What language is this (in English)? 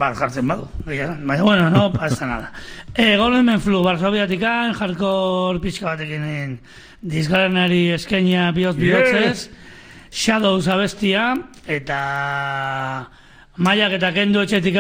Basque